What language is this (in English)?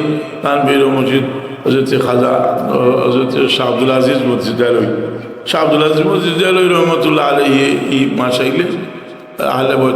Sylheti